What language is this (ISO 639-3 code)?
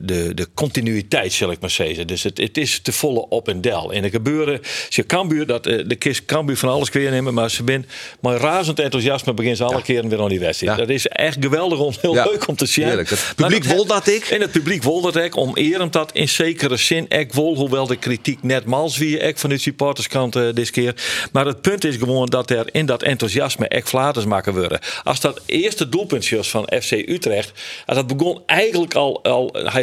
fry